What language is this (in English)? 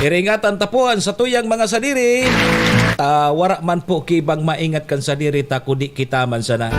Bikol